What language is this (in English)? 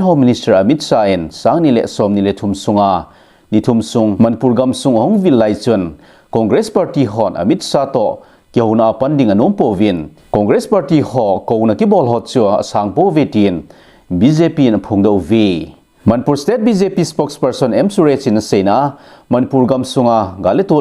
Thado Chin